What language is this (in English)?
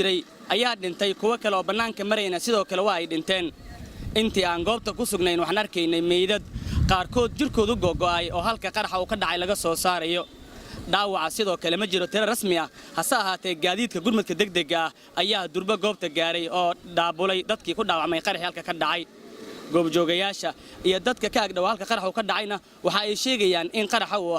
Somali